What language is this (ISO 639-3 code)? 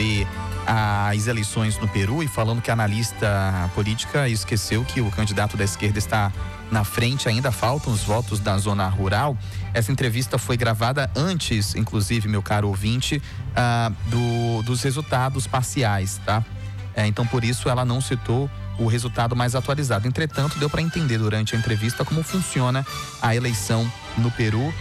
por